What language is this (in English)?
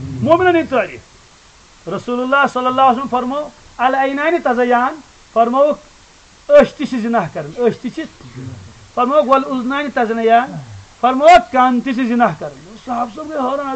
Kashmiri